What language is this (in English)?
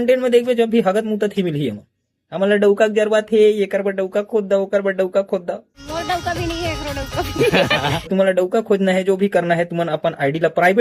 Chhattisgarhi